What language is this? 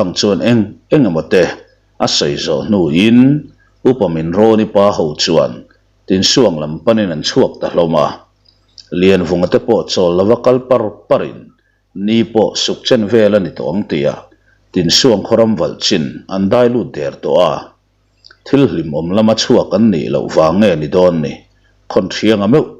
Mizo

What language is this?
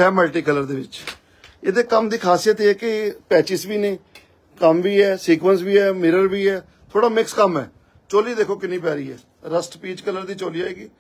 Punjabi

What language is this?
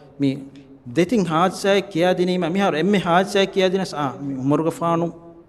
Divehi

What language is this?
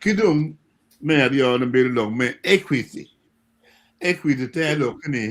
Acoli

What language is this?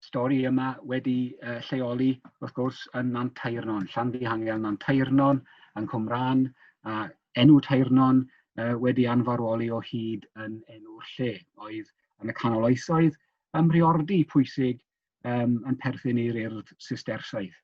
Welsh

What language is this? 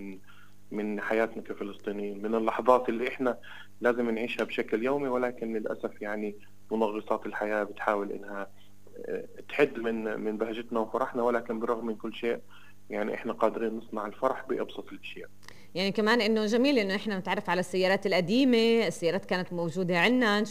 North Levantine Arabic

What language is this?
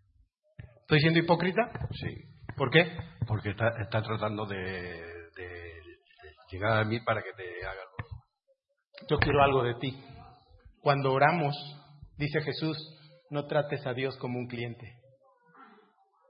Spanish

